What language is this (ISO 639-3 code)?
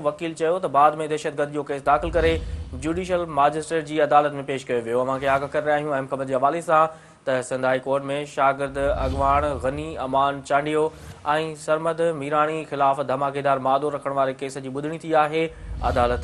snd